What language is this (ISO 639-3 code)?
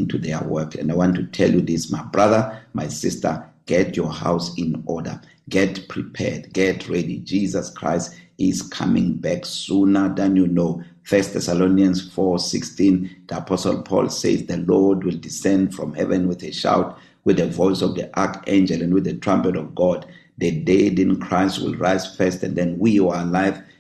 eng